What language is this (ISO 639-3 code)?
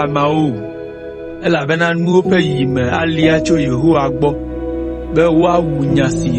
ewe